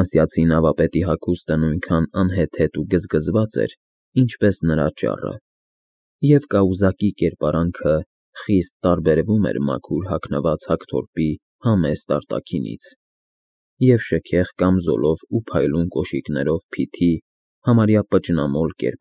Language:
Armenian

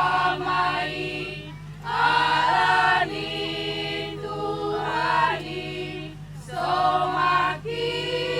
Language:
Batak Toba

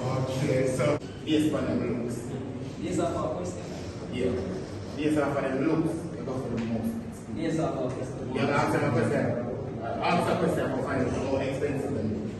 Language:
Jamaican Creole English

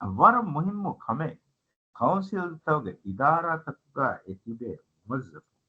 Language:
Divehi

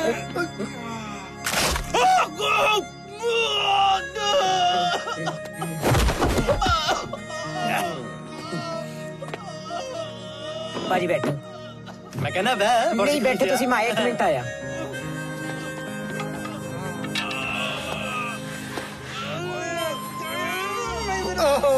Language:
Punjabi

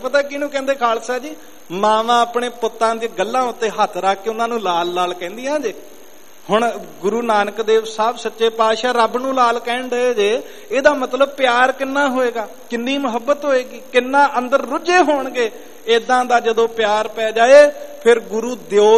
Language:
Punjabi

